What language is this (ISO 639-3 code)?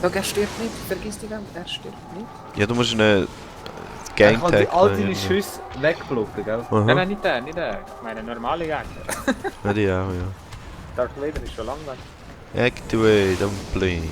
gsw